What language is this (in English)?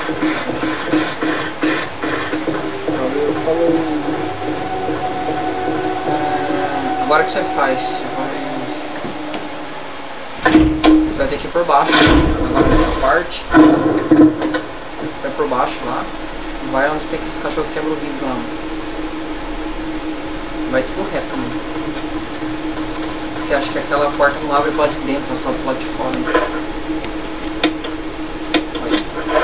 Portuguese